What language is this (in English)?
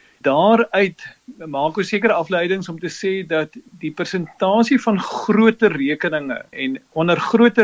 Afrikaans